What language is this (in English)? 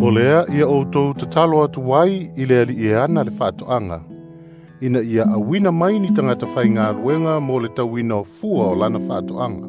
Samoan